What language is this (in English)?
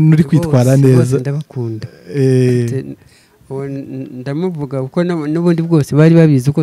Kinyarwanda